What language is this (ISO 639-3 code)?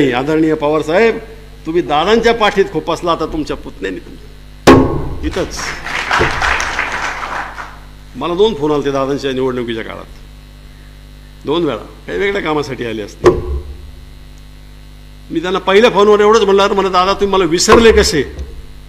mar